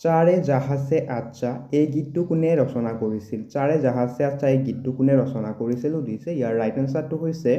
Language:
Assamese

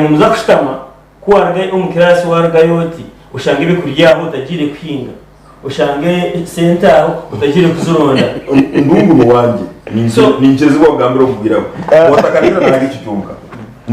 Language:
Nyankole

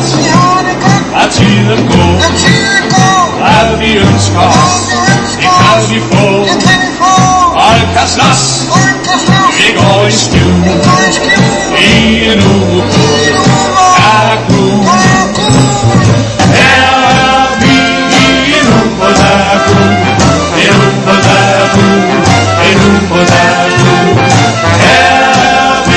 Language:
Danish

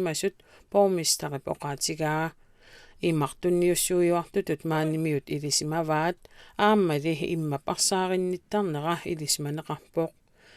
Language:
Kalaallisut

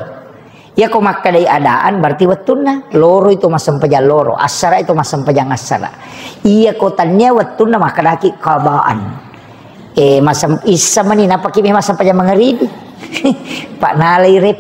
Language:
Buginese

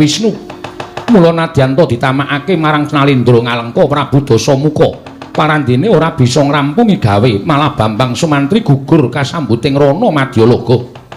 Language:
Javanese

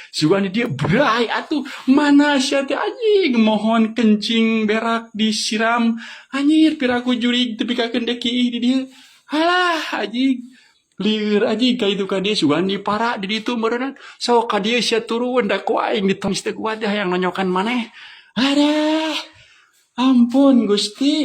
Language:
Sundanese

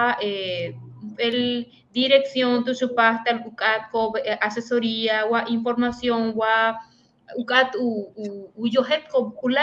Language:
Yucateco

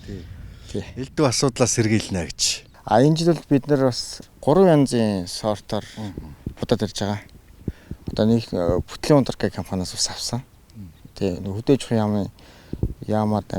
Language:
Mongolian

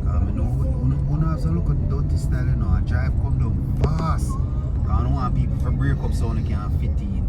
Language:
Jamaican Creole English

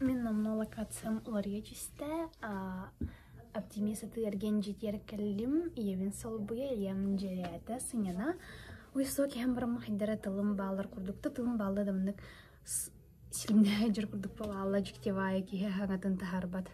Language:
Yakut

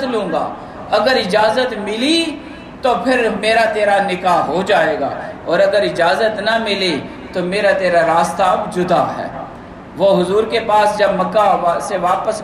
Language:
Urdu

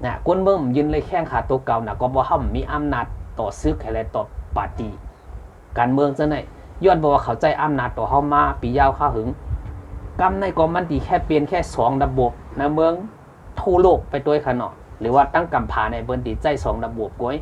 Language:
Shan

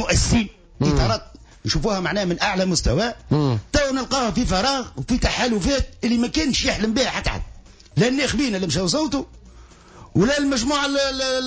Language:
Tunisian Arabic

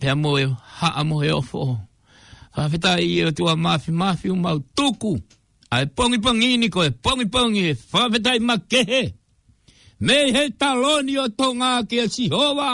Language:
Tongan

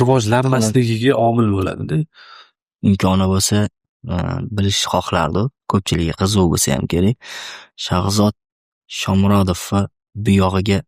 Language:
Uzbek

